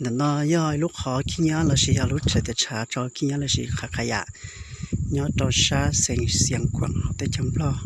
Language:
Hmong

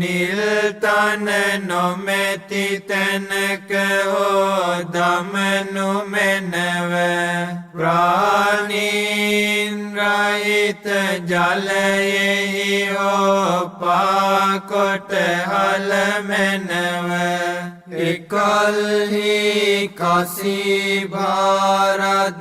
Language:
Sinhala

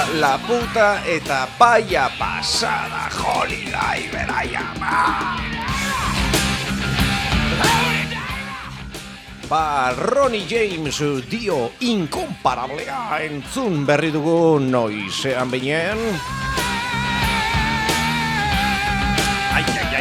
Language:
Basque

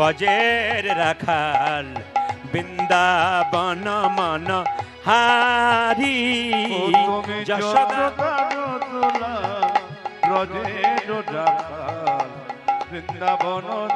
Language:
Bangla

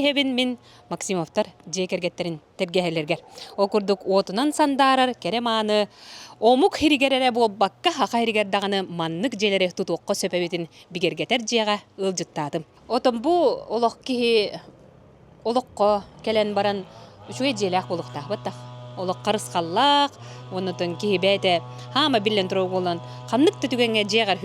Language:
Yakut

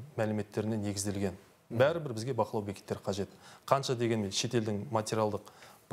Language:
Kazakh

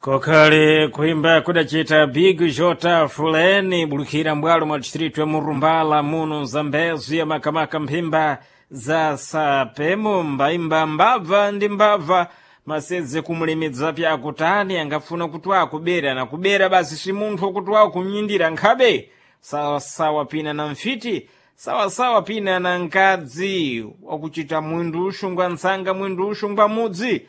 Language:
Sena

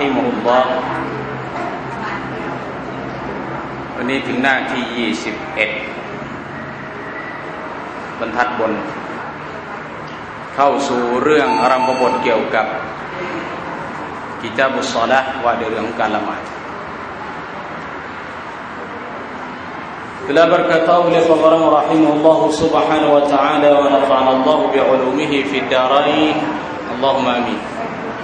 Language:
Thai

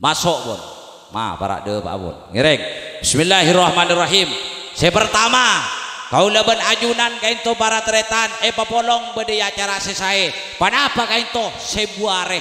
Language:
Madurese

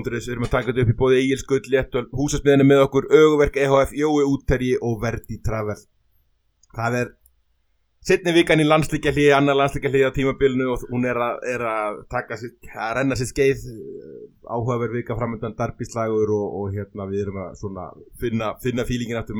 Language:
Icelandic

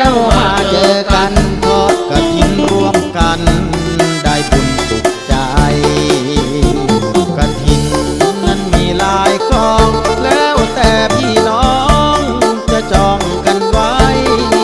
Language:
Thai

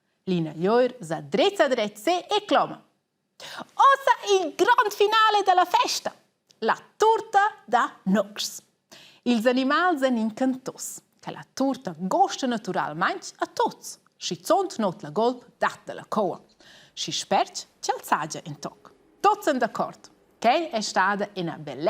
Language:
Romansh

